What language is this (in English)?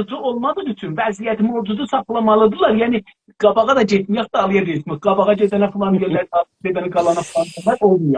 South Azerbaijani